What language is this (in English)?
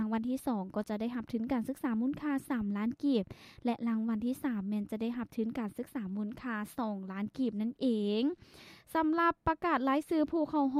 Lao